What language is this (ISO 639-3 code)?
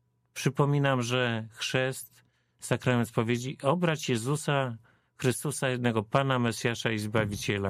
pol